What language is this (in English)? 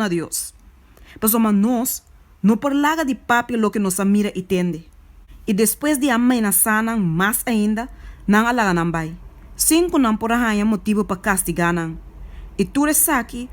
Papiamento